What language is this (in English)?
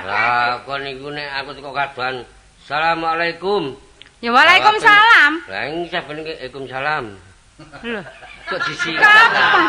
Javanese